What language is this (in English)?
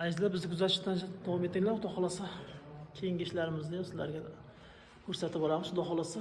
Uzbek